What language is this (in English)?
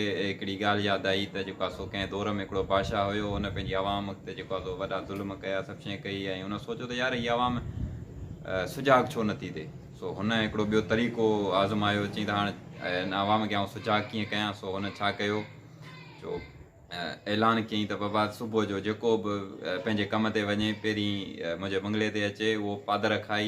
Sindhi